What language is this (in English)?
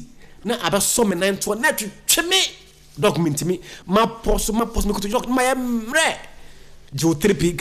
Akan